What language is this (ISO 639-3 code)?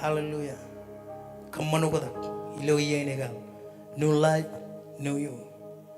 mah